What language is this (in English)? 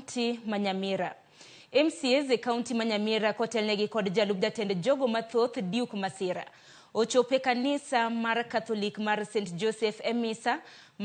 Luo (Kenya and Tanzania)